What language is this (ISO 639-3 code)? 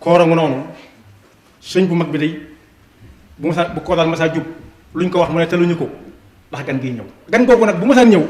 wol